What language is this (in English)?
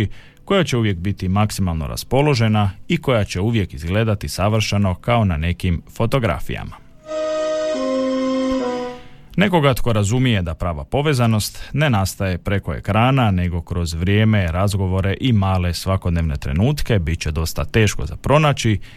Croatian